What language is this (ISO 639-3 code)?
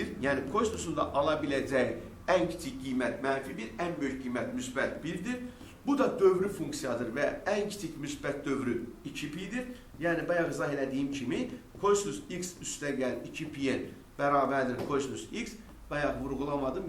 aze